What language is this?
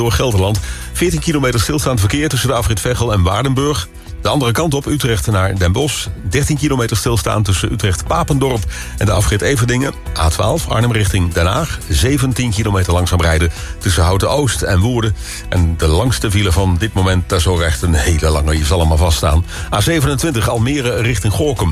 Dutch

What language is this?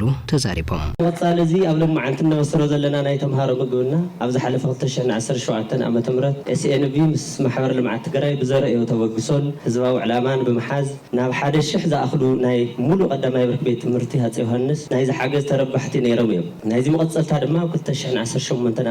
Tigrinya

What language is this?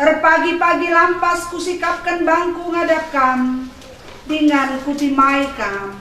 Batak Karo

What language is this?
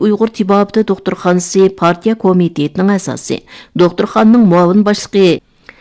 Uyghur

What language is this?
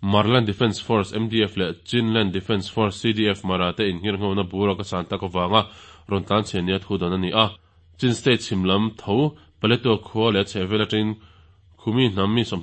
Mizo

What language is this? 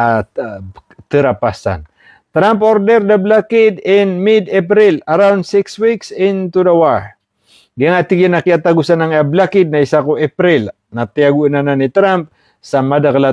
Maranao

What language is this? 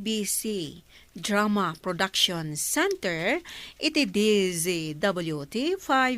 Iloko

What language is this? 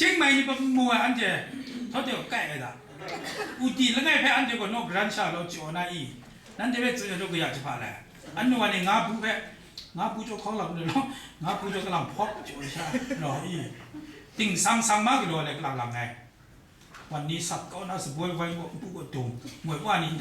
Kachin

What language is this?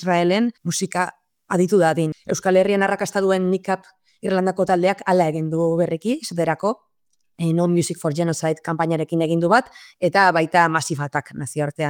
Basque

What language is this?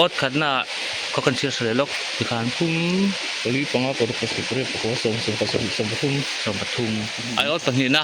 Mizo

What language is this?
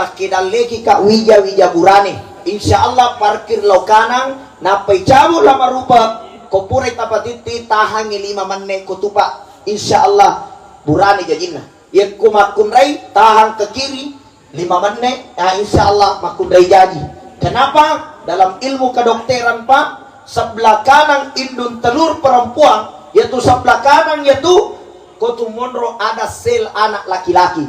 Buginese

